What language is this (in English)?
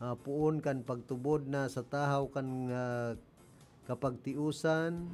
Bikol